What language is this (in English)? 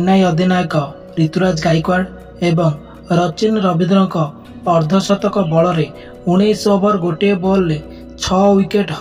Odia